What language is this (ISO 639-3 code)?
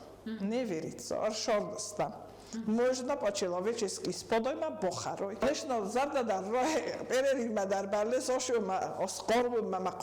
oss